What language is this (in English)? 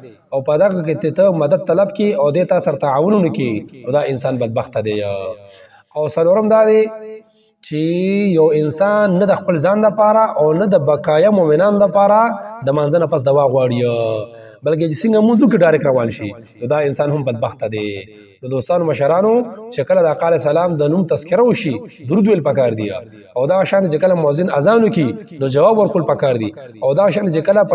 Pashto